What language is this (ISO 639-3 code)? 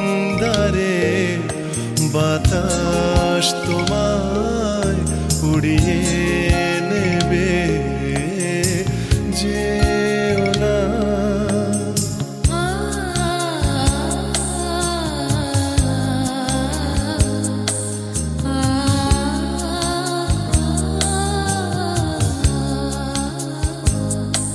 ben